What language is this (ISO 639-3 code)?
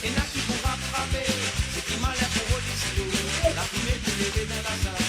mfe